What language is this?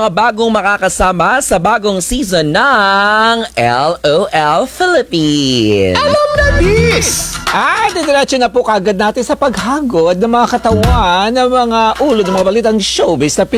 Filipino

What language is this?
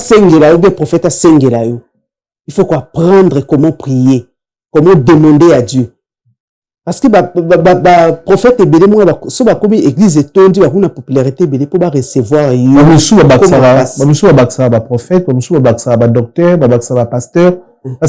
Lingala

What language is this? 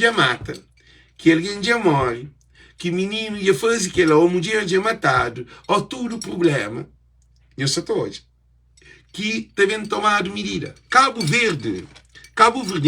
Kabuverdianu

